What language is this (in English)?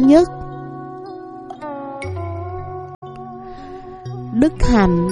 Vietnamese